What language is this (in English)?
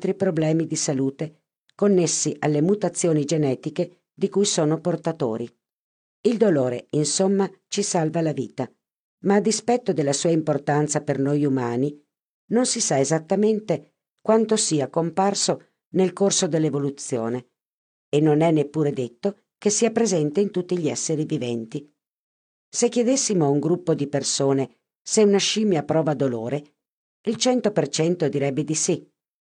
Italian